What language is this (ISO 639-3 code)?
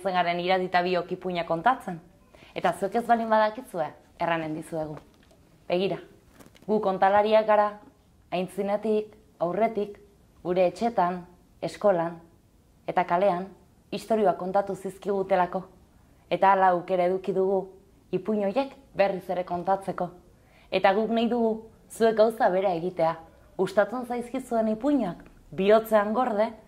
eus